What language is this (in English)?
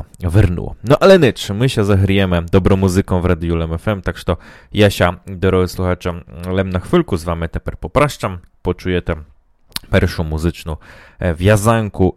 Rusyn